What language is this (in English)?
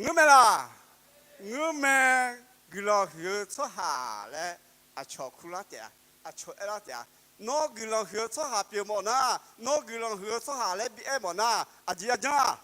Akha